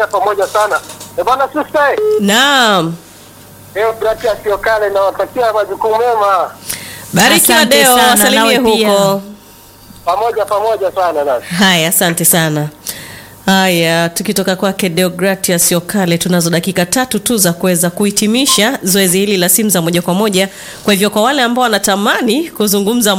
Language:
Swahili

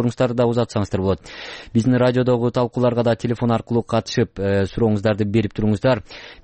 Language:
Kyrgyz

